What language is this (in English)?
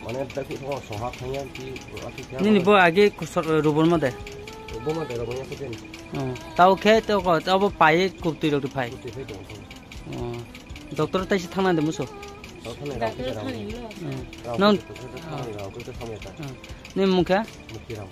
Kok Borok